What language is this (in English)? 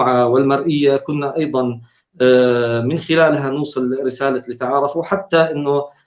North Levantine Arabic